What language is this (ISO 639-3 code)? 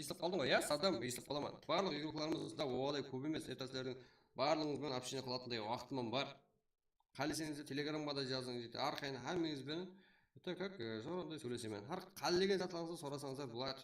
kaa